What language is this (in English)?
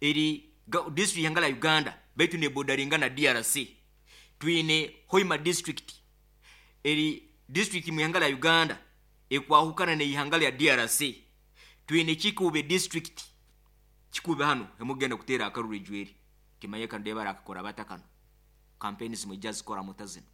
Nyoro